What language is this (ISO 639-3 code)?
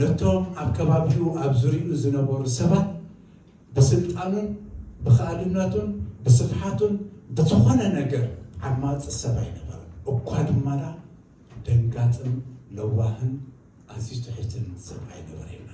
tir